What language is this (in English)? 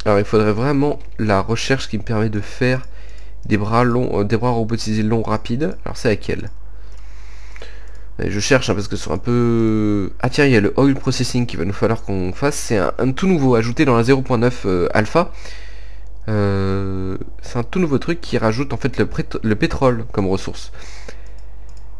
French